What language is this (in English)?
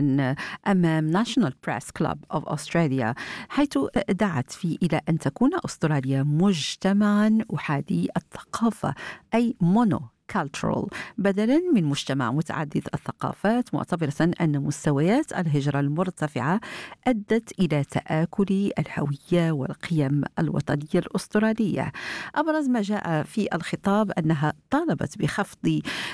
Arabic